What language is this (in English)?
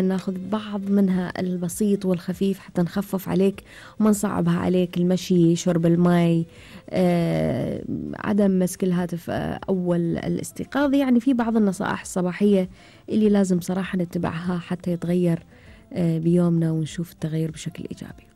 Gulf Arabic